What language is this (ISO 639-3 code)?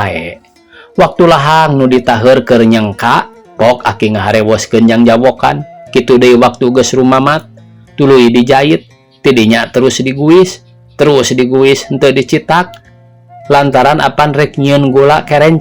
sun